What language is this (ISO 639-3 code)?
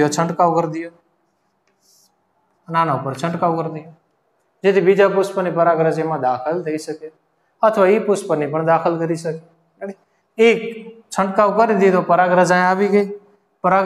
guj